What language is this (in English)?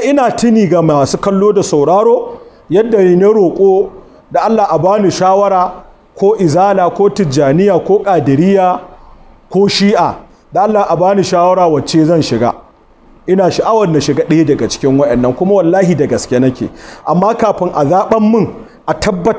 Hausa